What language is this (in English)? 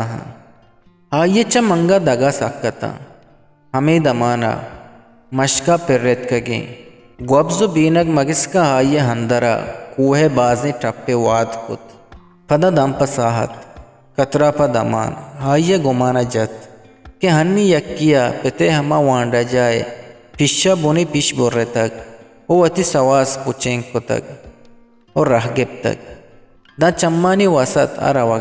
Eastern Balochi